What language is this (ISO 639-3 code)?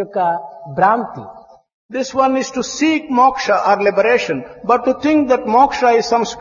tel